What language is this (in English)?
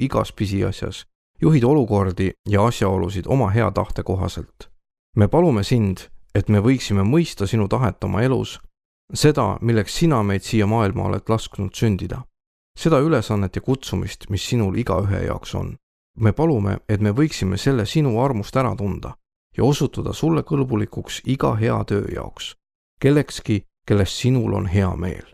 Estonian